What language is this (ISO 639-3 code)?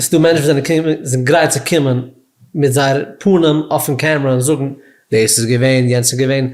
yid